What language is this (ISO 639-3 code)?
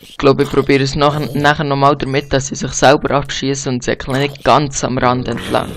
gsw